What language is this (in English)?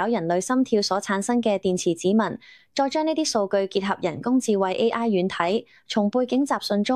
Cantonese